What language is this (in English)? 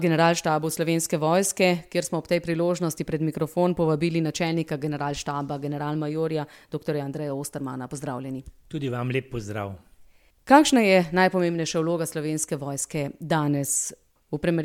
Slovenian